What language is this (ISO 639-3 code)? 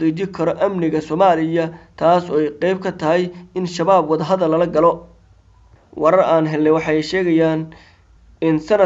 som